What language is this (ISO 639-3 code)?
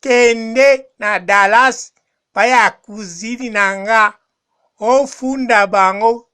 lin